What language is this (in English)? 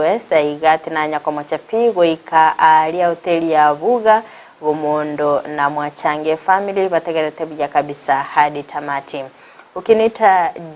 Gusii